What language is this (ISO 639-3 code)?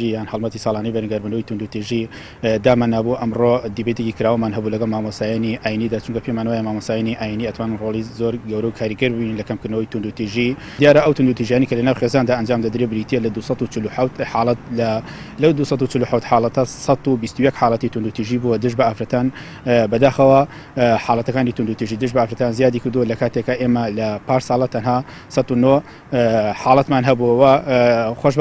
ckb